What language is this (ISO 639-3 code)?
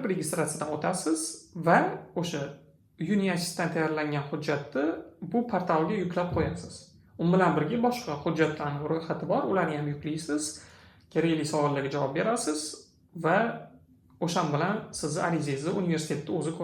uzb